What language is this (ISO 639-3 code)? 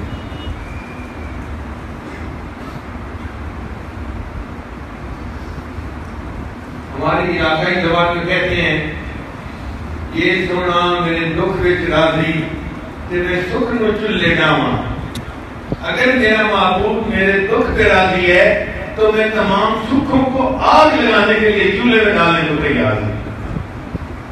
urd